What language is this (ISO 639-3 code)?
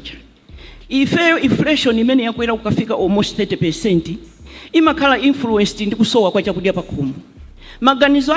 nya